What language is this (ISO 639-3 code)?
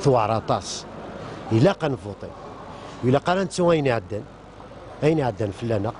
kab